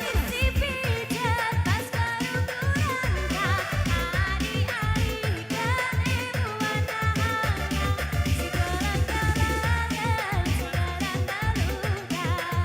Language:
Batak Karo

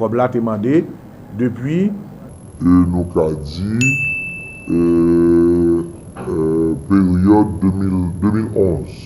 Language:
Haitian Creole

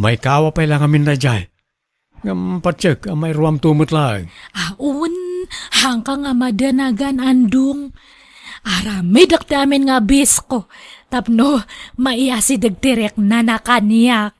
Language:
Iloko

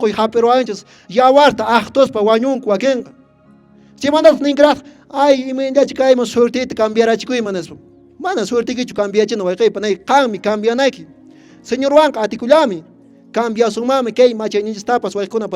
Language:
Quechua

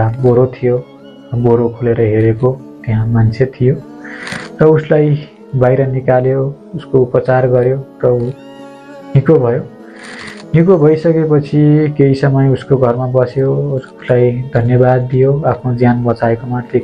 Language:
Nepali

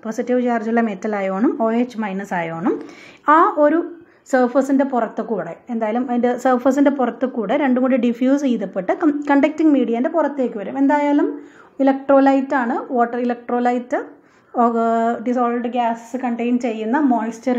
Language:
Malayalam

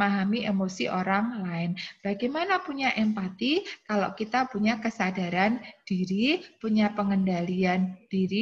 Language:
Indonesian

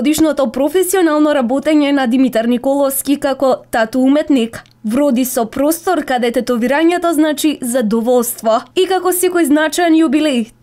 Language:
Macedonian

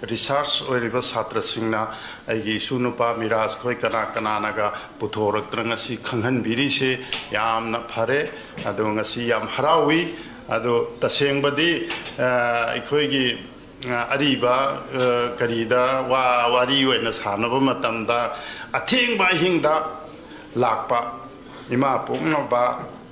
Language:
Manipuri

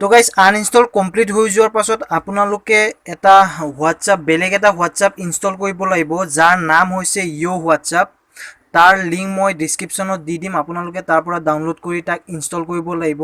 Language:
Assamese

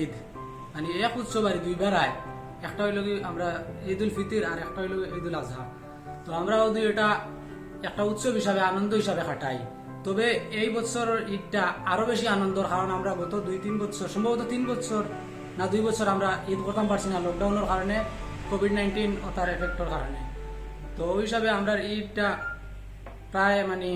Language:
Sylheti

